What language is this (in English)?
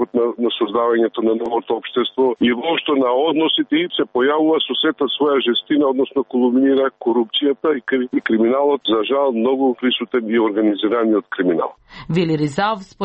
Macedonian